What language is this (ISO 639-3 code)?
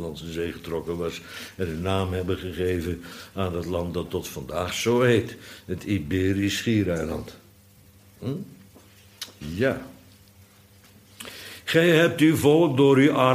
nld